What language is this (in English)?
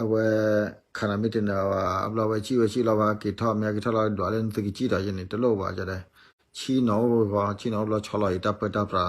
S'gaw Karen